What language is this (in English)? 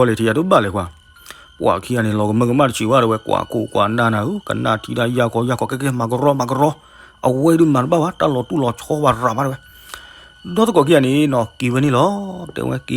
S'gaw Karen